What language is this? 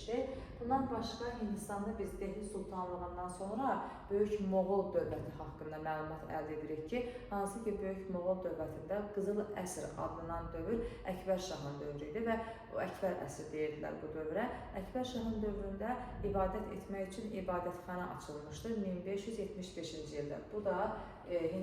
Azerbaijani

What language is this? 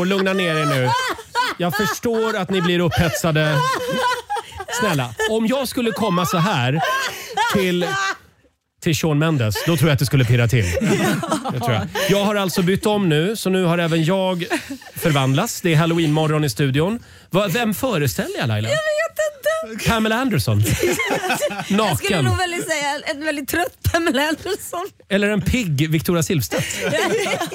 Swedish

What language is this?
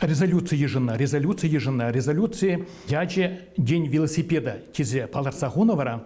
Chuvash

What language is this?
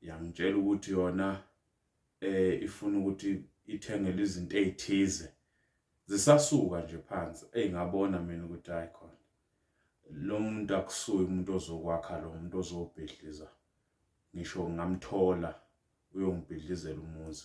Zulu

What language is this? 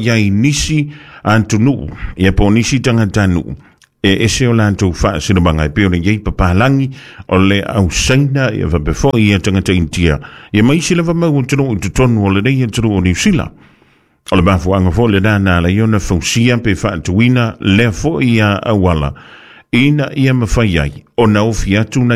Samoan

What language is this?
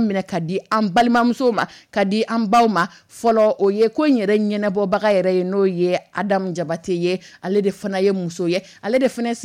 Dyula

